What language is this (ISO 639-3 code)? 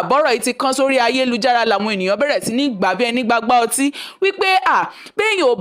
yor